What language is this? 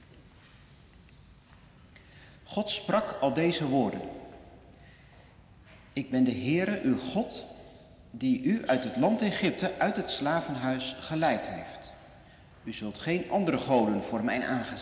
Dutch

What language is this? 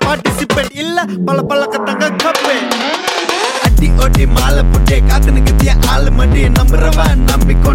Tamil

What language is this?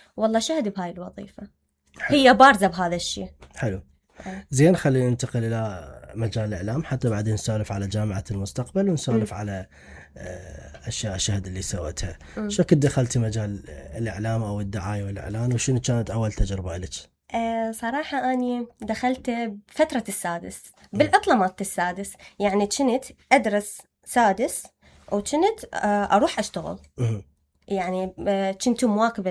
Mesopotamian Arabic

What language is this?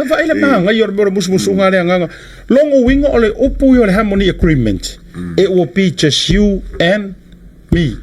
Samoan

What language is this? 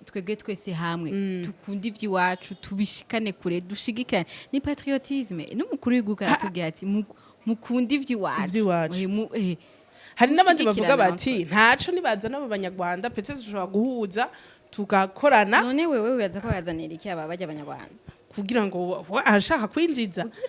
Rundi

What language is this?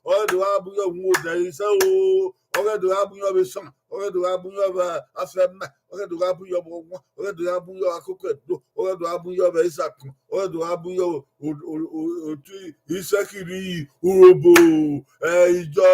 Bini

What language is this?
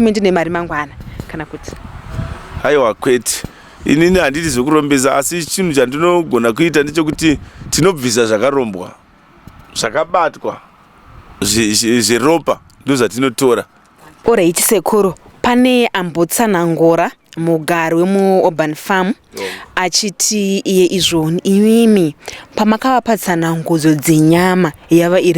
Shona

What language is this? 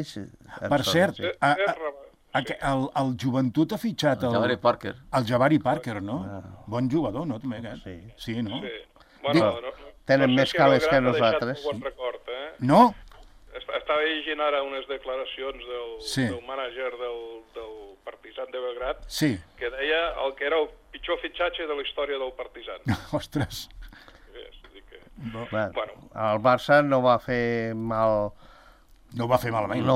Catalan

